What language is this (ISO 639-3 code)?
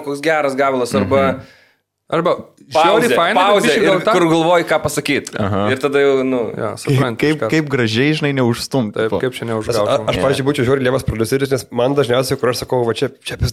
lit